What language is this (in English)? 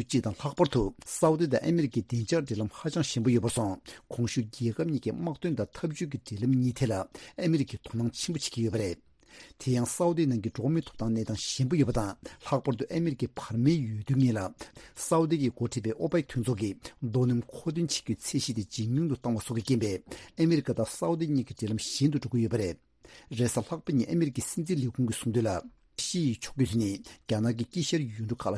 Tibetan